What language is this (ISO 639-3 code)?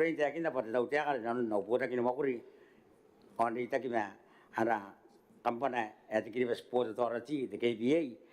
gil